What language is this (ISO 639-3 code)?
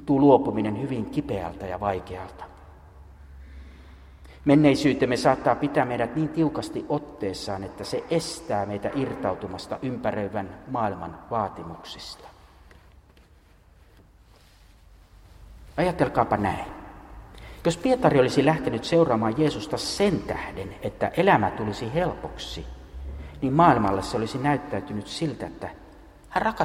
fin